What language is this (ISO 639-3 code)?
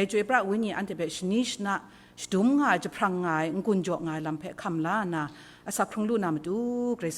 kac